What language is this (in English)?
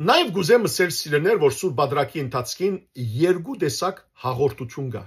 Western Armenian